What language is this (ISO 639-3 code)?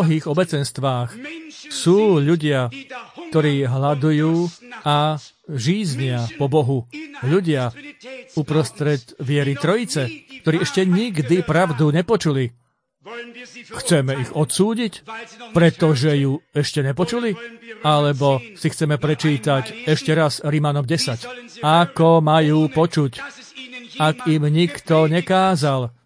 slk